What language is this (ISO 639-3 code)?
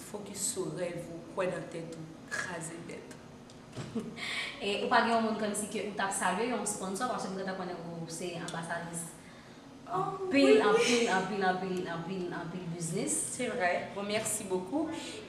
hat